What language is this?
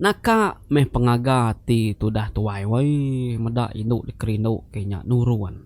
Iban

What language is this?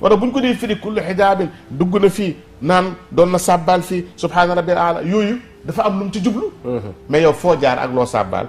Wolof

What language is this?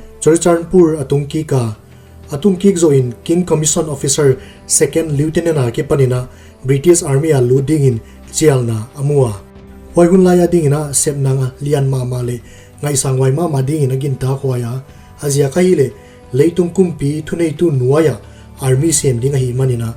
Paite Chin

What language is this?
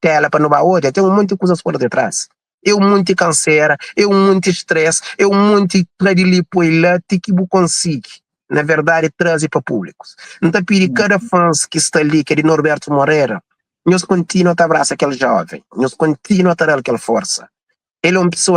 Kabuverdianu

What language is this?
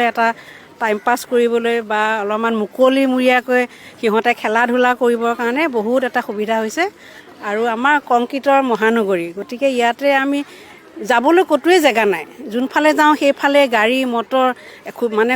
Assamese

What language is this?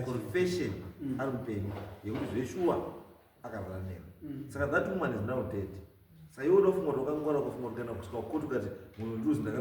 Shona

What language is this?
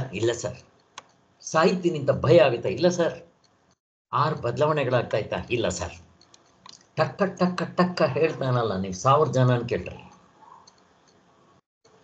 Kannada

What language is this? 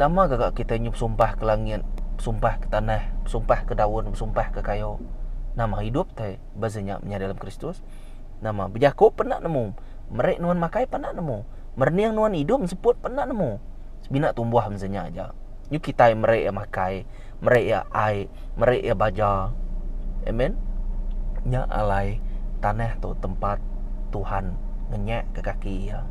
Iban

